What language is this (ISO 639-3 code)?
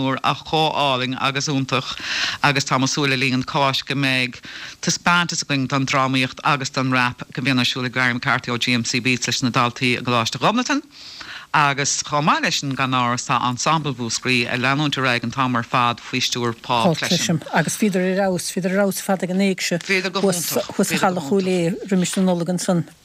gle